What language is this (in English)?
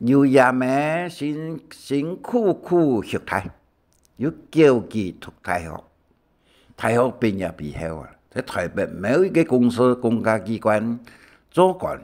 Hakka Chinese